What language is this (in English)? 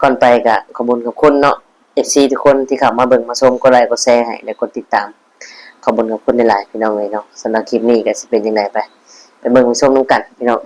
Northeastern Thai